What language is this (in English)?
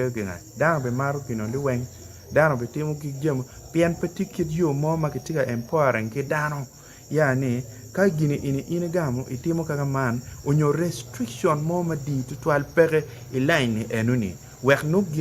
Acoli